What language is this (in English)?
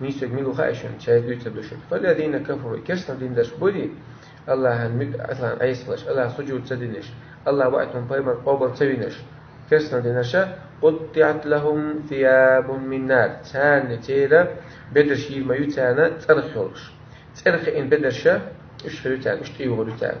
Chechen